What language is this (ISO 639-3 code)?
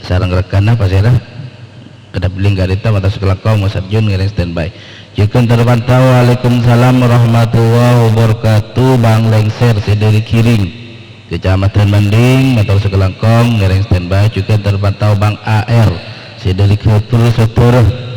mad